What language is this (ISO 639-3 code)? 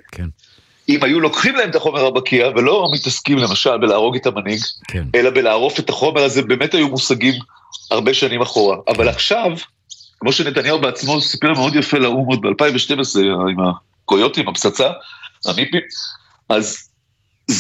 heb